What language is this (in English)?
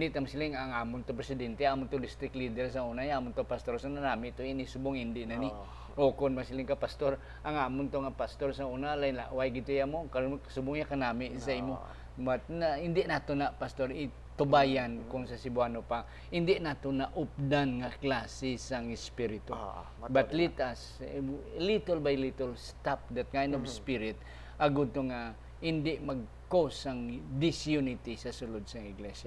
Hiligaynon